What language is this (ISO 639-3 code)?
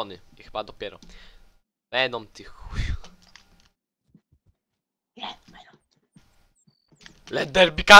pol